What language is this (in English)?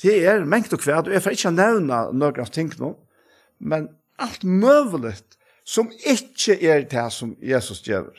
Faroese